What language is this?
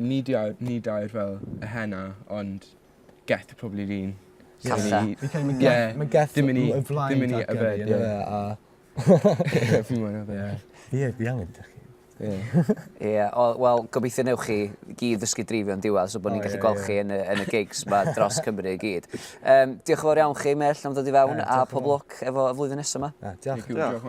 Welsh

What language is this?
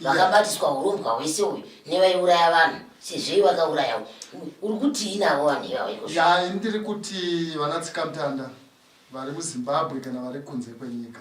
Shona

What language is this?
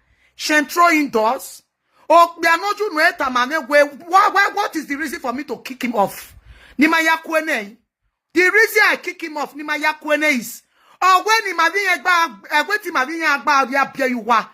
Nigerian Pidgin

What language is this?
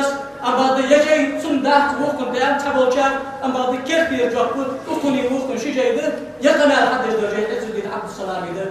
Ingush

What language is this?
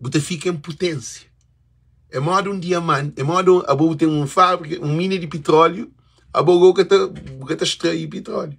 Kabuverdianu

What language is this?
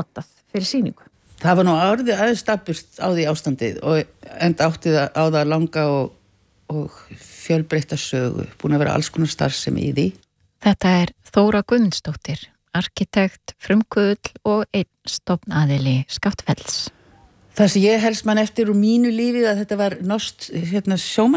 Icelandic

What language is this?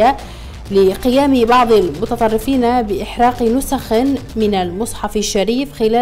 Arabic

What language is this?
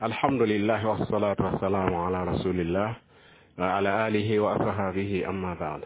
Mossi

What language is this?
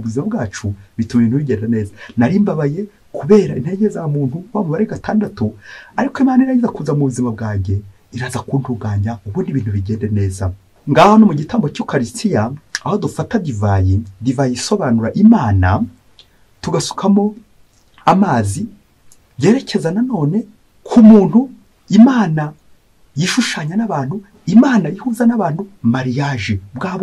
Kinyarwanda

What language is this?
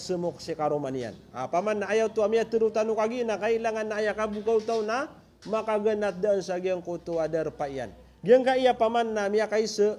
Maranao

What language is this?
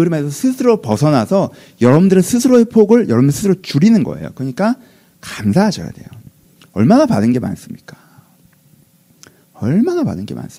Korean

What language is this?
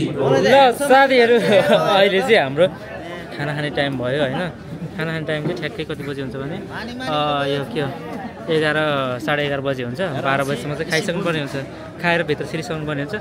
Nepali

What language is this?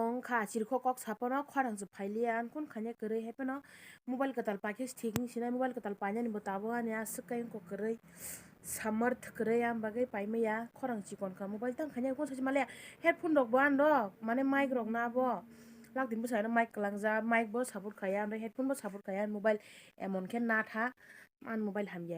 Kok Borok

